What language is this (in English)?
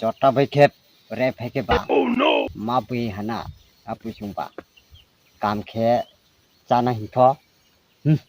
Riang (India)